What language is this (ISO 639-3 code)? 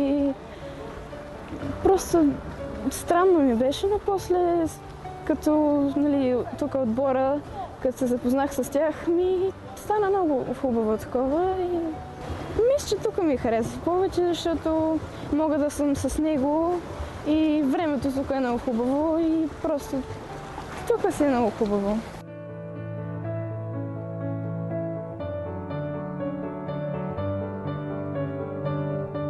bul